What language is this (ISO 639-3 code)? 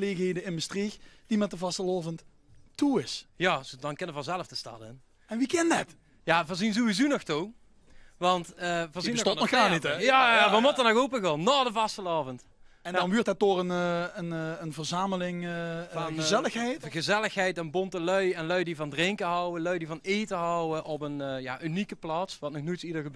lim